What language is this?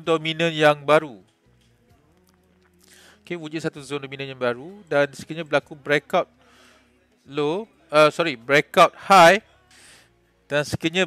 Malay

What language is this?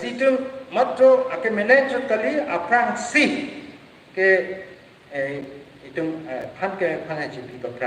Karbi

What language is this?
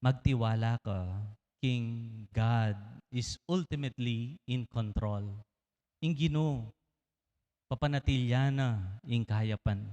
Pampanga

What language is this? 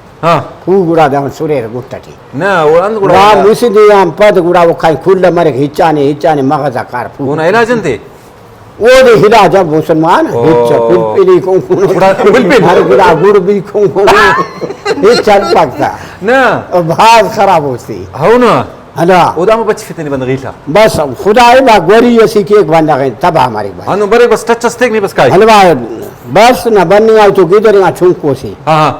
Brahui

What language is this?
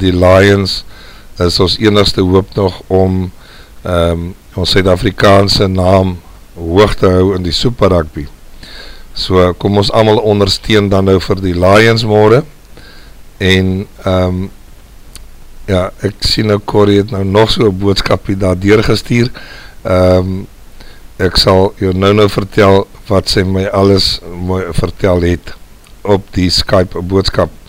Afrikaans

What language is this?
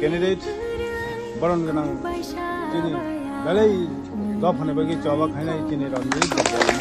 Kok Borok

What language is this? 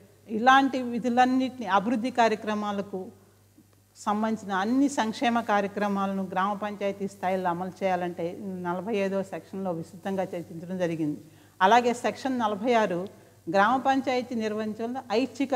Telugu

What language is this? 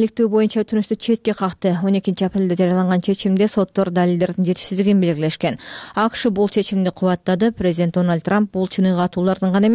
Kyrgyz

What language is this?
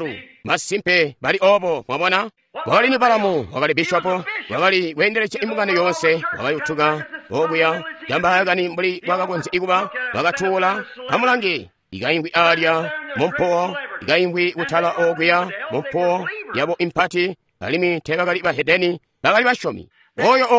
Tonga (Zambia)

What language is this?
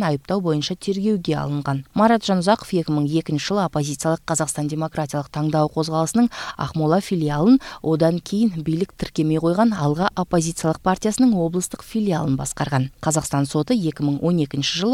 Kyrgyz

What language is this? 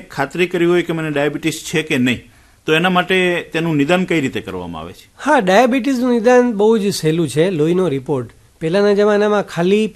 Gujarati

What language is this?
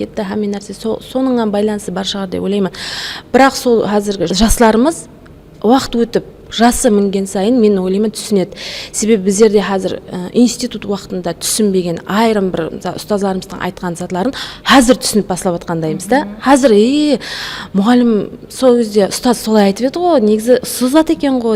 Kara-Kalpak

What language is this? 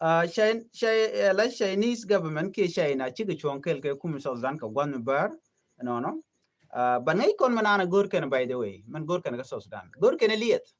Nuer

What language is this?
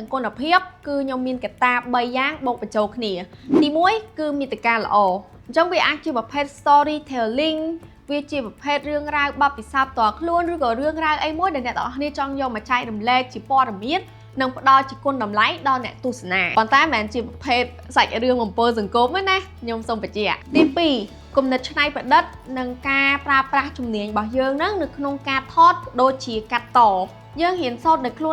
Khmer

